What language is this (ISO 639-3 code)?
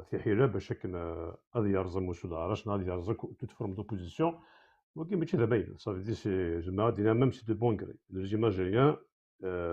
kab